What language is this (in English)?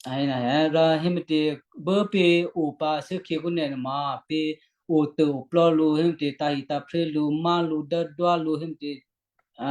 Western Kayah